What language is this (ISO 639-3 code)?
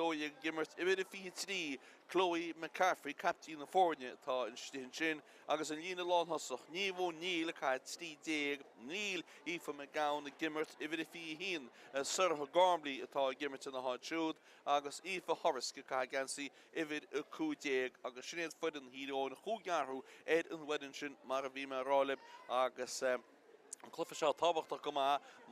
gle